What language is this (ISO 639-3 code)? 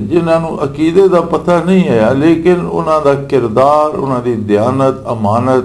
lah